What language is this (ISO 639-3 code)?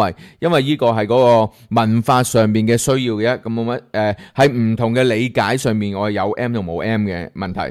yue